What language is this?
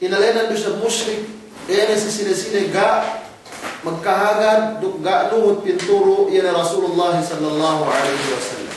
Yakan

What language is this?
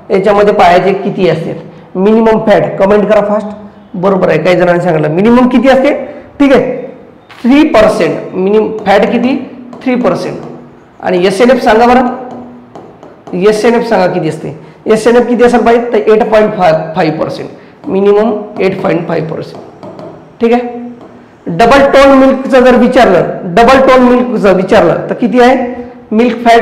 Marathi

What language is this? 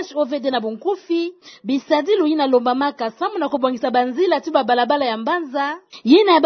Kituba (Democratic Republic of Congo)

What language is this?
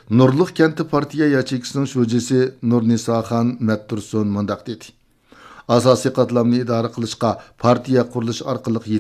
Uyghur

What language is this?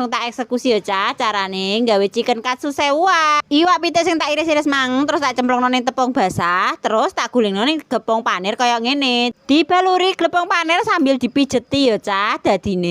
Javanese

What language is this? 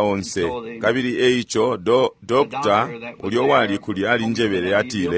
Bemba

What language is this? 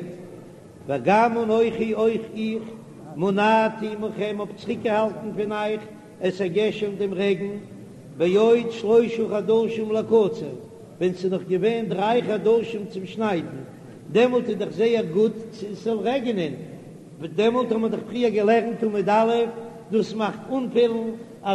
Yiddish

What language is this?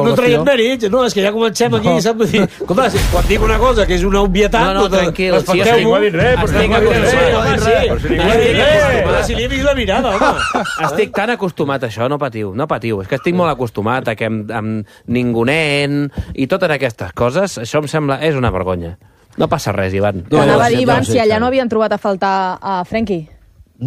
Catalan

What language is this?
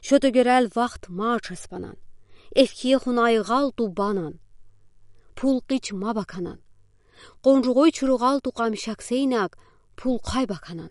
Udi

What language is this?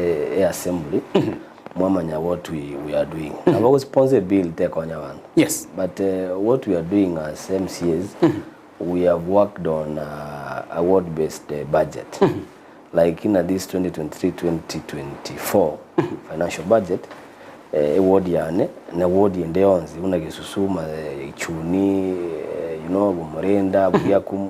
Gusii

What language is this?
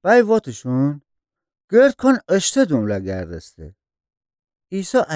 Gilaki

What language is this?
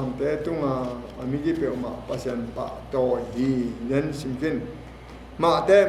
Tedim Chin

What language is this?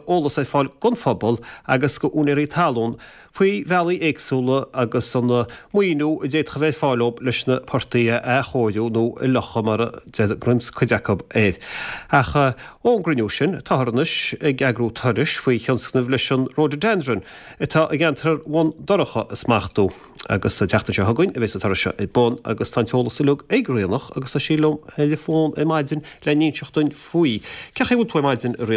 Irish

